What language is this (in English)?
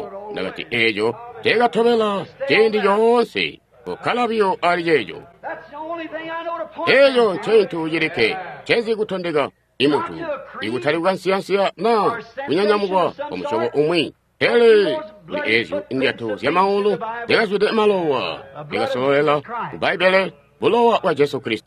Tonga (Zambia)